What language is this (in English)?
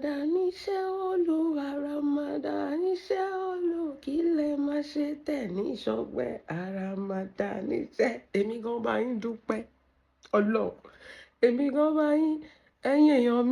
Yoruba